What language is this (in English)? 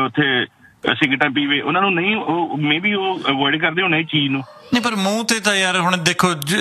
Punjabi